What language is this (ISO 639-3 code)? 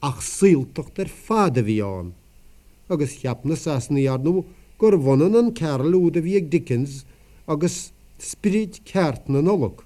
gle